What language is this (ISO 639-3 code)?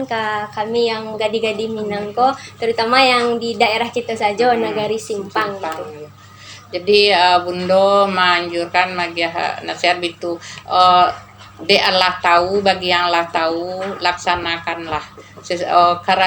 min